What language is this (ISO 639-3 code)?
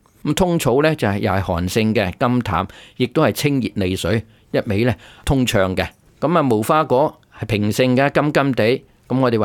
yue